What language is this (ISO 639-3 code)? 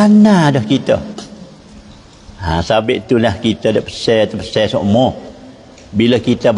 msa